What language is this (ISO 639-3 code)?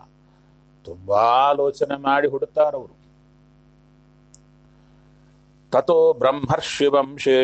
kan